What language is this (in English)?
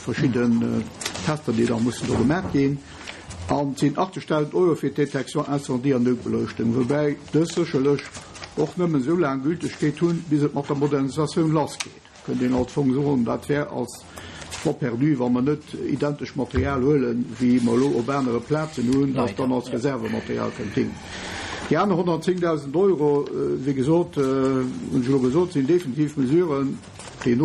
Luxembourgish